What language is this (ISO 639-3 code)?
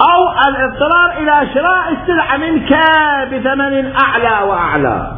acm